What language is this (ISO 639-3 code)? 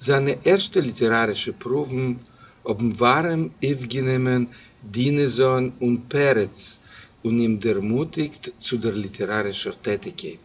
yid